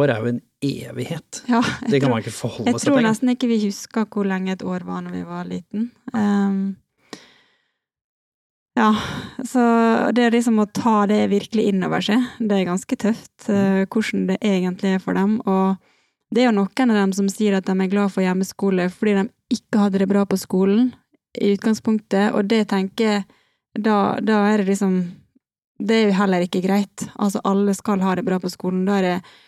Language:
Norwegian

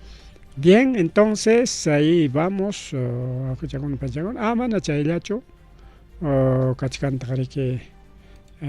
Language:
Ayacucho Quechua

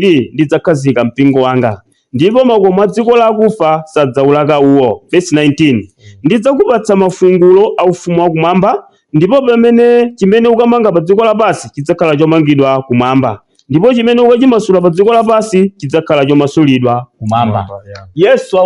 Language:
Nyanja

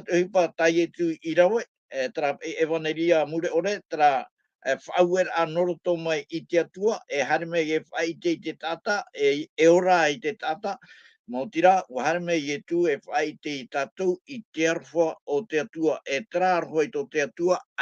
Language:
Tahitian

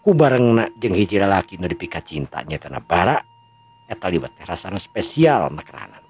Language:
Sundanese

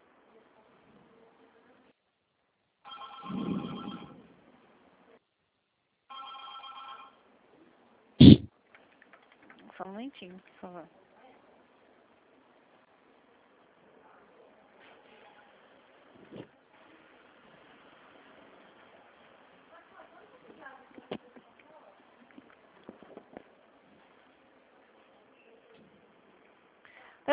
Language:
Portuguese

